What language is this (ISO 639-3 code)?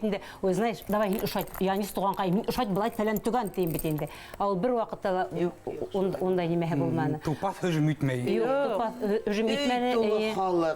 bak